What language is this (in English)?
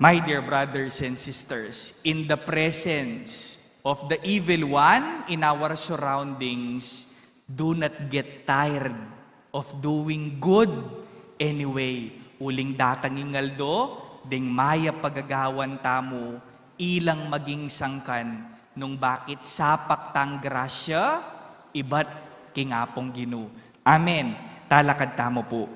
Pampanga